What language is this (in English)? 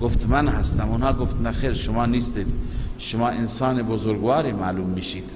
Persian